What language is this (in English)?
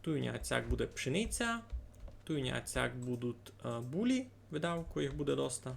Rusyn